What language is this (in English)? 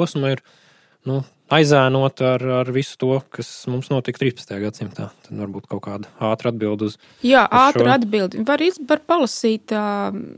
Latvian